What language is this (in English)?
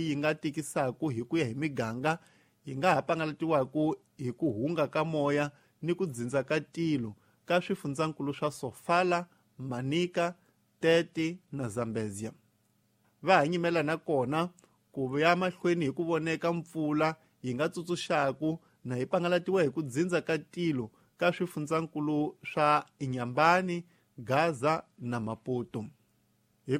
Tsonga